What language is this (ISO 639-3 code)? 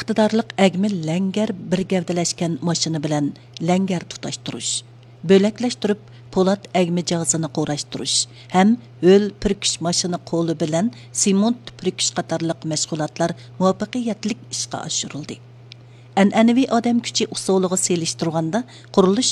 uig